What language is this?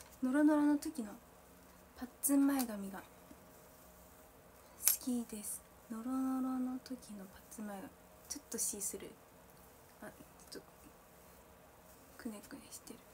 Japanese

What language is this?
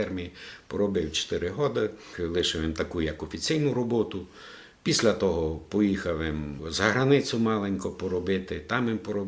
Rusyn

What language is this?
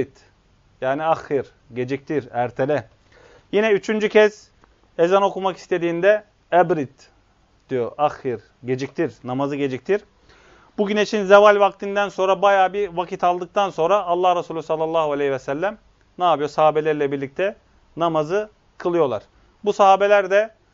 Turkish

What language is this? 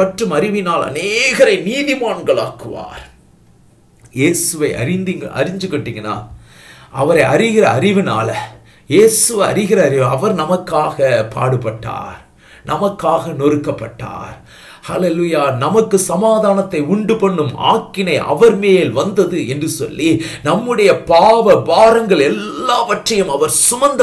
Tamil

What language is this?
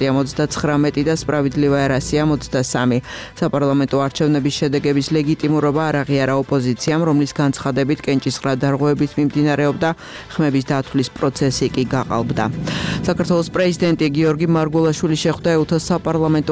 Georgian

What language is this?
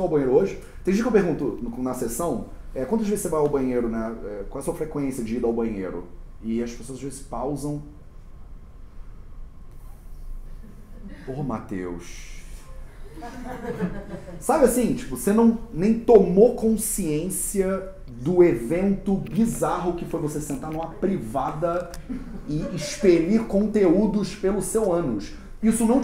Portuguese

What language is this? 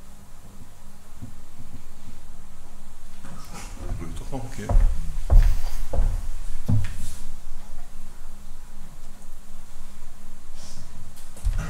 Dutch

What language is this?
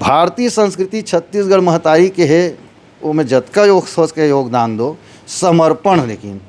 Chhattisgarhi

